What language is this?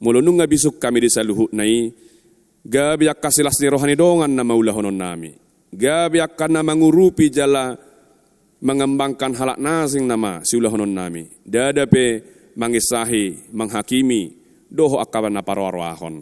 Batak Toba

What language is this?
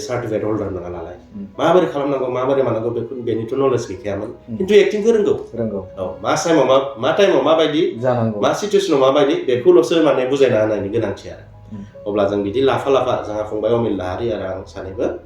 Bodo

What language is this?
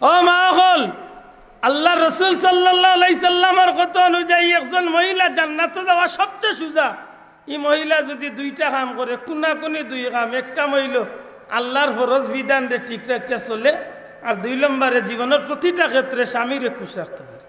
Sylheti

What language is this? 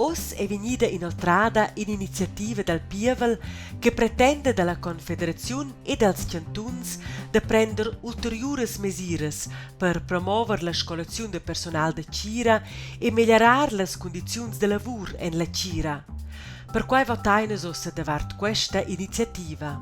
Romansh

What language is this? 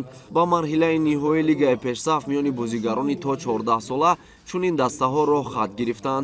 Tajik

